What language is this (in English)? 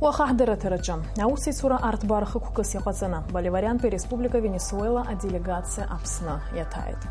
Abkhazian